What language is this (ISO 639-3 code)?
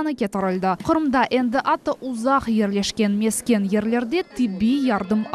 crh